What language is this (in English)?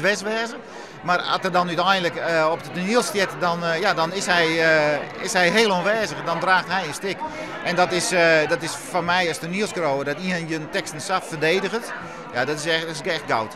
Western Frisian